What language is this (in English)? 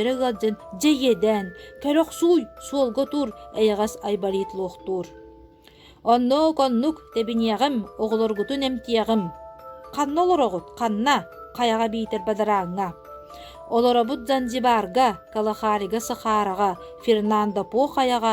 Yakut